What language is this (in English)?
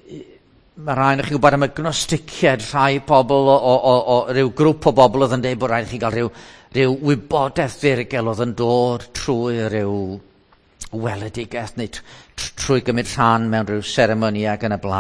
Welsh